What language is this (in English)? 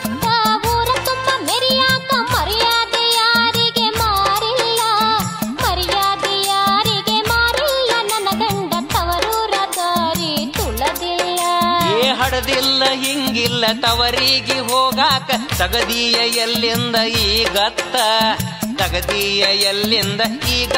Kannada